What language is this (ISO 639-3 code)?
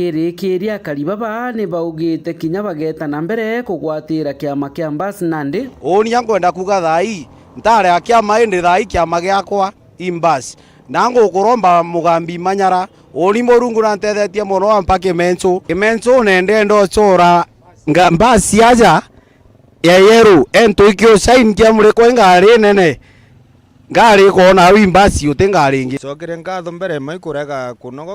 mer